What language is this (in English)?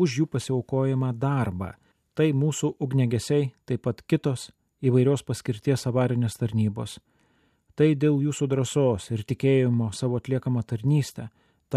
Lithuanian